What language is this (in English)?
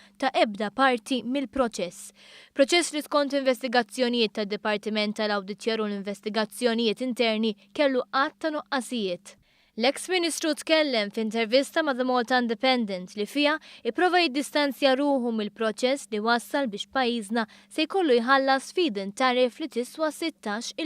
Maltese